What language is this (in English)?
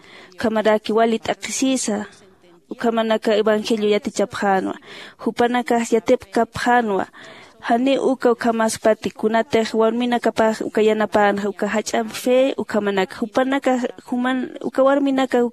Aymara